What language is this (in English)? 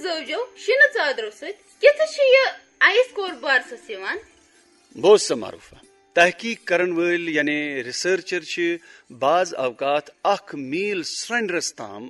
Kashmiri